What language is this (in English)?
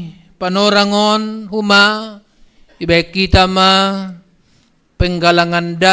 Batak Simalungun